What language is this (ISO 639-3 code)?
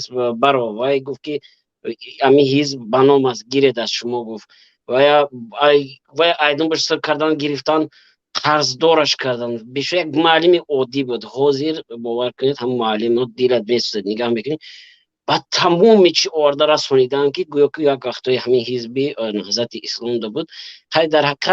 tgk